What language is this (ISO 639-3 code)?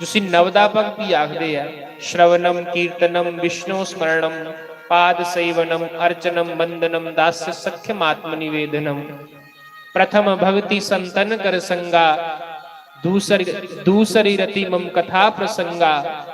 doi